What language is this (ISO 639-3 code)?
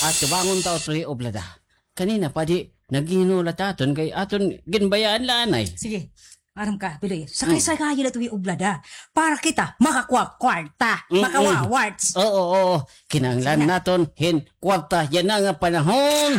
war